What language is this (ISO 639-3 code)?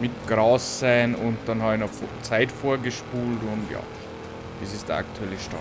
bar